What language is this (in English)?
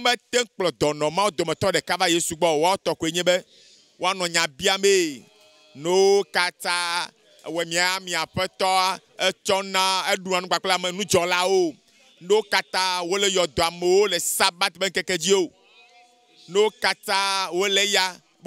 Ewe